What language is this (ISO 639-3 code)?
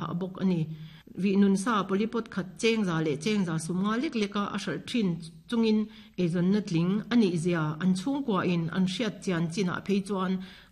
lus